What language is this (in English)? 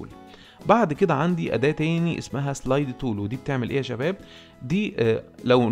Egyptian Arabic